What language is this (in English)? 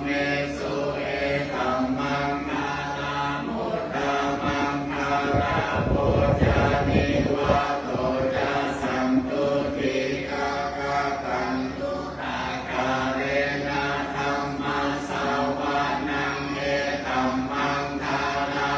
Pali